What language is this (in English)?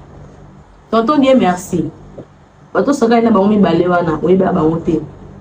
Lingala